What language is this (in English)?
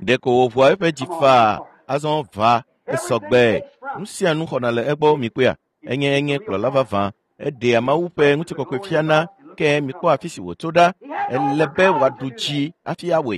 Ewe